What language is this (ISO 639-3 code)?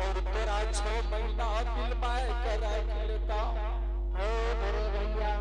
anp